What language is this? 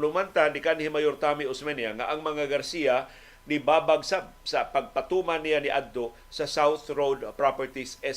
Cebuano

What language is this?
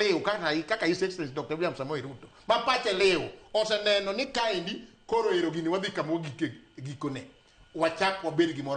Luo (Kenya and Tanzania)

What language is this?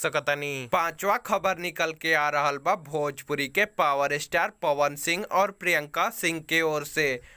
Bhojpuri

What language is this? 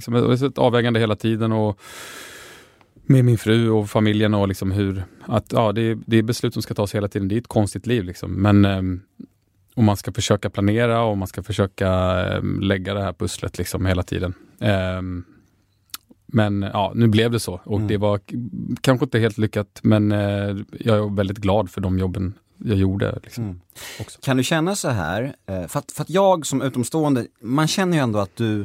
Swedish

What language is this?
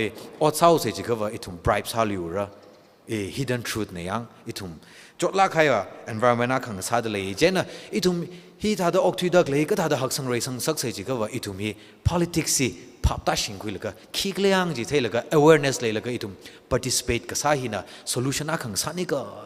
Tangkhul Naga (India)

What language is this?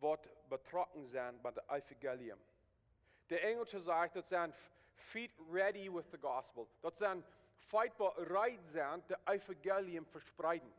Plautdietsch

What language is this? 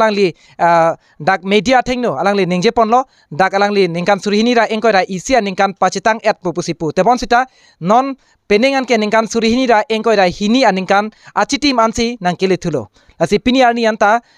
Karbi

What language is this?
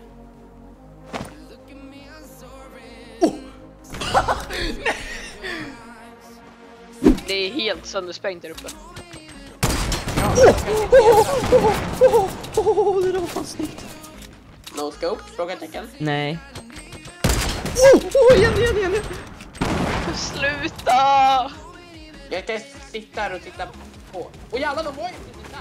Swedish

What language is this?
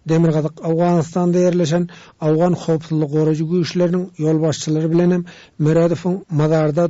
Turkmen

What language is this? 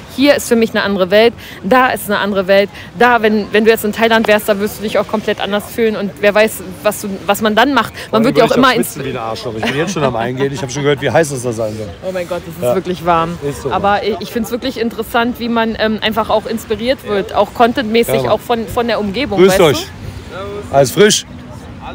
German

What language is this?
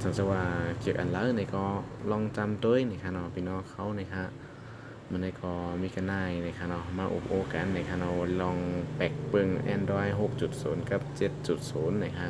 Shan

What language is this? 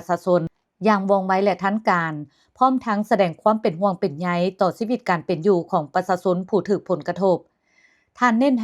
Lao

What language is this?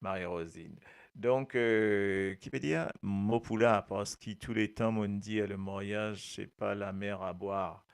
Morisyen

